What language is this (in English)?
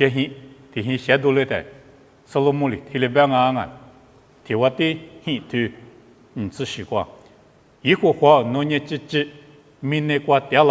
Lisu